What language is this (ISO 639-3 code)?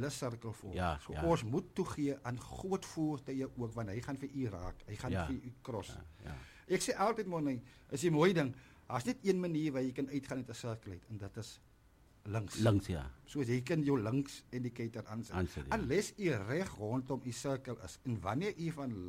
afr